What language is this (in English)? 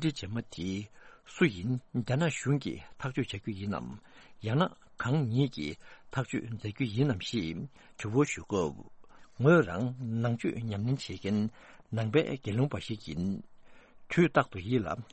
Tibetan